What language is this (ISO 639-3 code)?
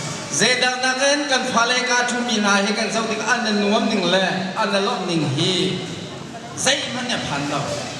cnh